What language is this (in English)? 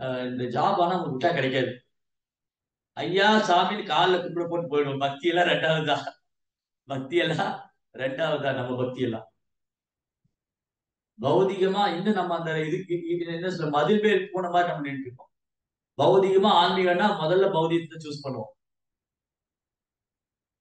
Tamil